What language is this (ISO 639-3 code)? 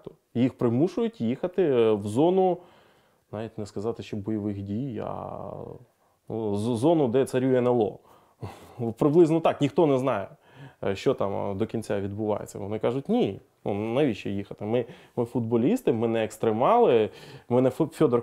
ukr